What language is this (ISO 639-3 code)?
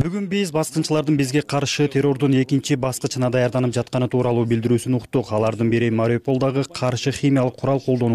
kir